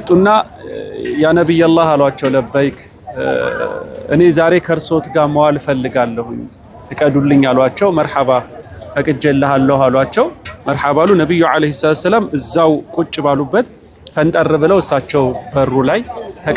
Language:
Amharic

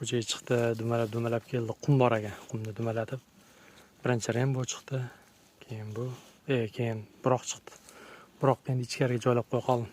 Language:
Uzbek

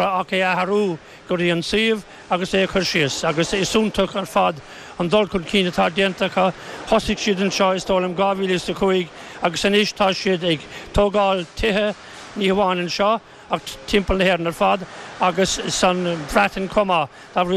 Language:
Irish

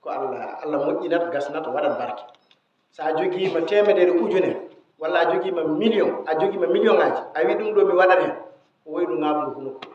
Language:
Fula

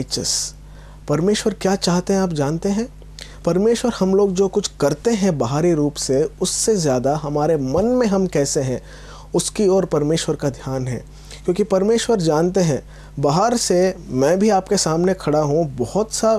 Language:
Hindi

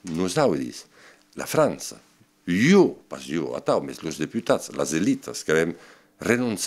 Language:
Occitan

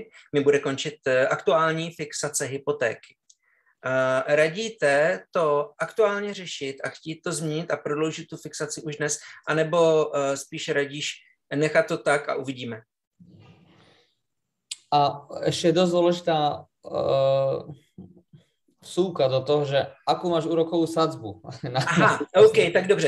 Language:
Slovak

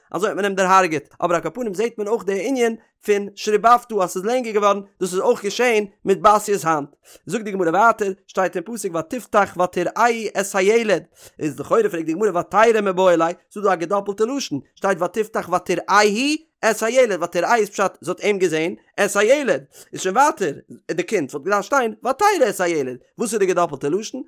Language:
Yiddish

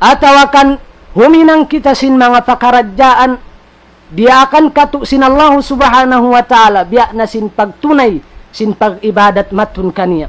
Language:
Tausug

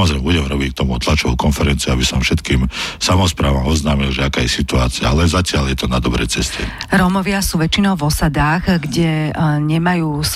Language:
Slovak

